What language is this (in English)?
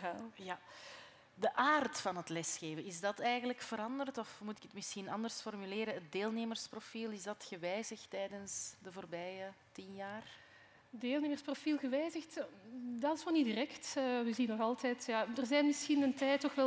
Dutch